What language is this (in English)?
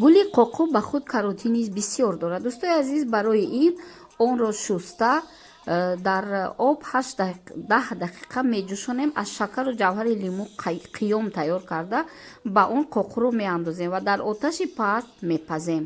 Tajik